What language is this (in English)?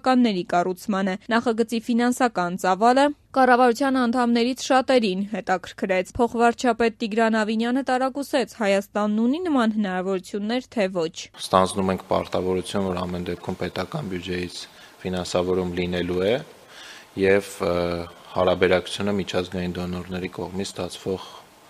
Armenian